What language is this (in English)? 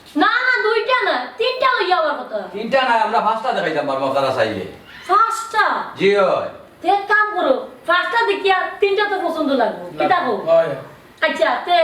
Sylheti